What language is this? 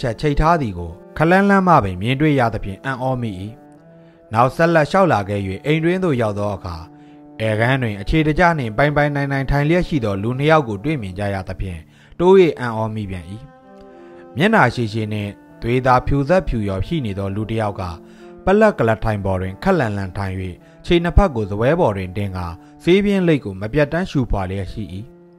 Burmese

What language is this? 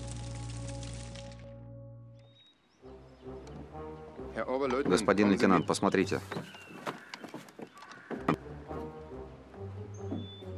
Russian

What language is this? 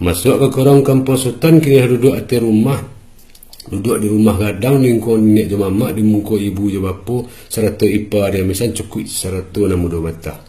Minangkabau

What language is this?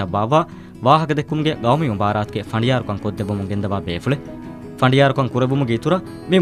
Divehi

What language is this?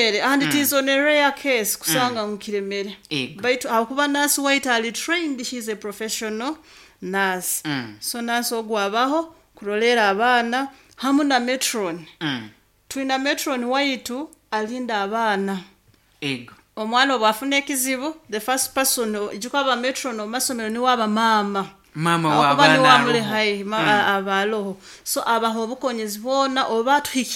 Nyoro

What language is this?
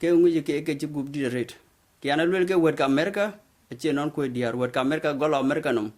Dinka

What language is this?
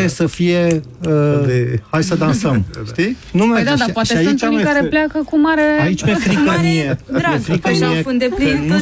Romanian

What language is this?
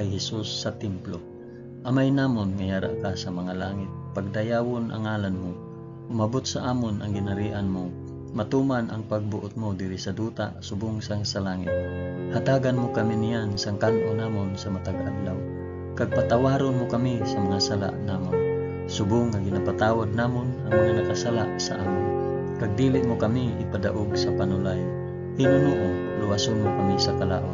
Hiligaynon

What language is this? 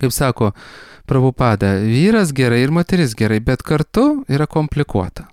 Lithuanian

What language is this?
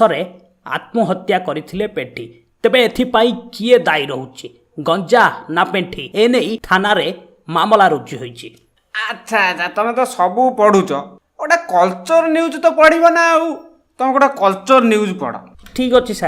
Odia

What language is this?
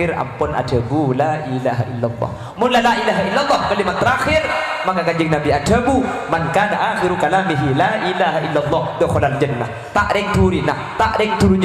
Madurese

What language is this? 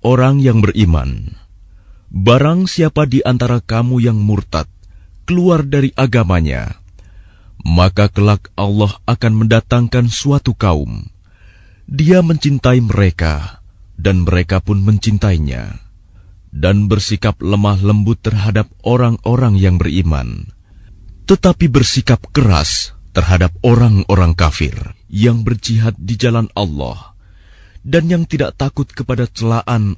Indonesian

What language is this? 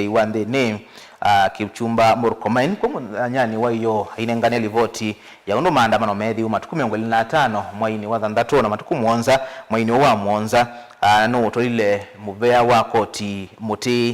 Kamba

